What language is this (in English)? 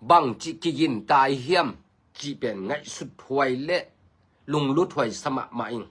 Tedim Chin